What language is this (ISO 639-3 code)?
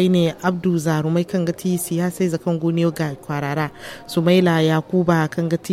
dje